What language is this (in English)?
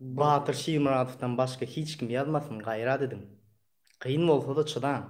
Turkmen